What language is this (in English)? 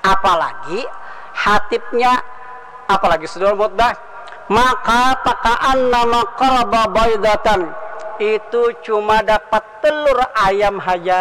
Banjar